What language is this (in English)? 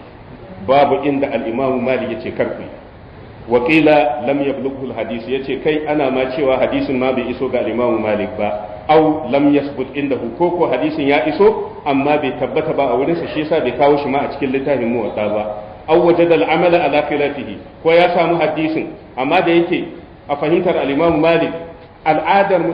Hausa